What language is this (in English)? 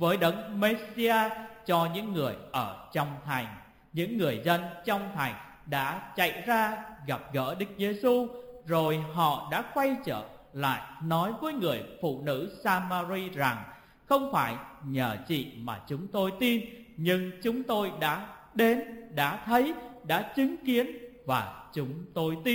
Vietnamese